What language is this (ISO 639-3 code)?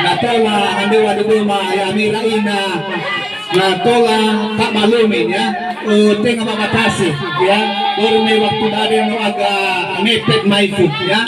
nia